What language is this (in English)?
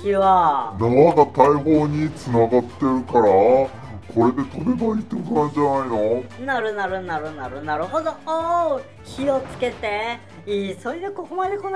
Japanese